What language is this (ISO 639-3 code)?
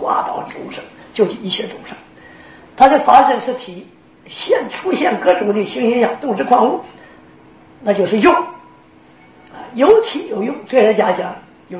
zho